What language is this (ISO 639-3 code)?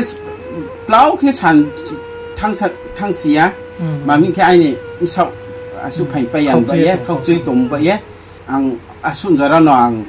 ria